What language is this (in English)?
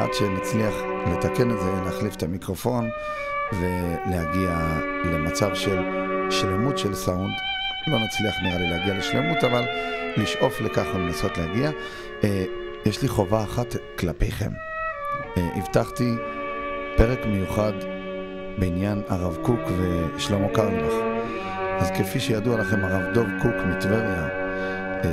Hebrew